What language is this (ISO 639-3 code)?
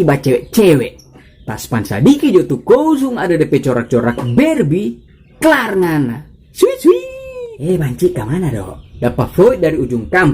xmm